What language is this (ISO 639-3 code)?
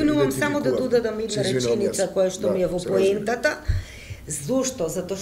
mkd